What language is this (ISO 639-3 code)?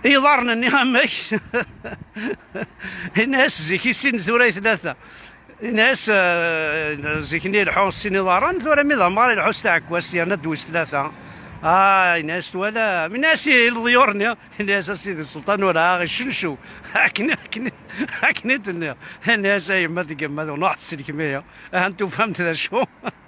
kab